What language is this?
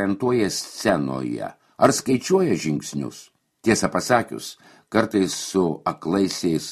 Lithuanian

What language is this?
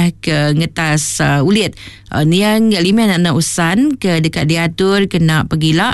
Iban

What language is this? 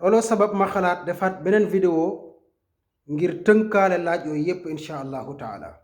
Wolof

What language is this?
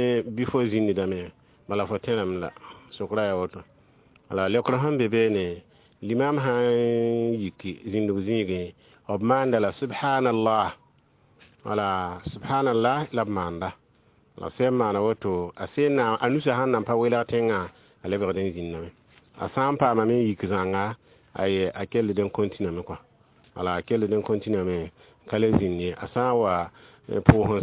Mossi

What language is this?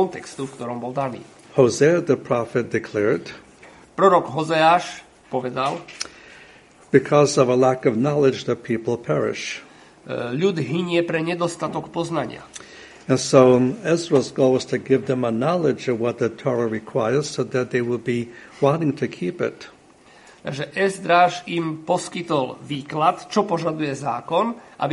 Slovak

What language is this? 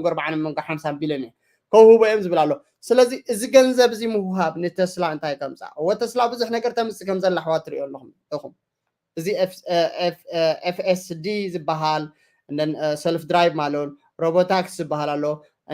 Tigrinya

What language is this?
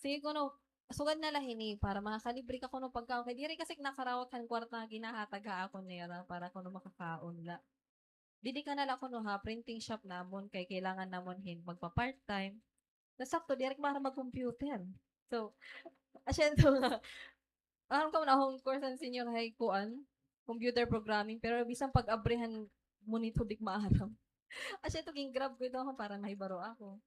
Waray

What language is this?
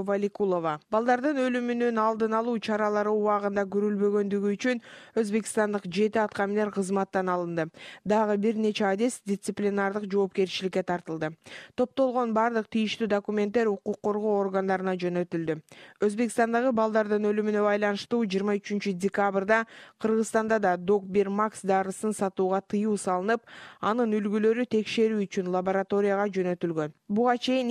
Kyrgyz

